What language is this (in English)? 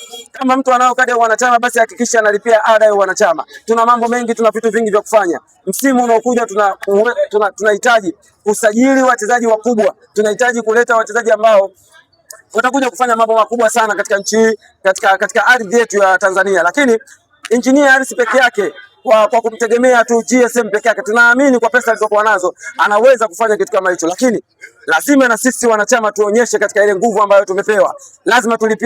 Swahili